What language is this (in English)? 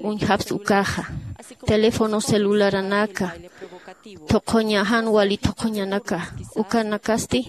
Aymara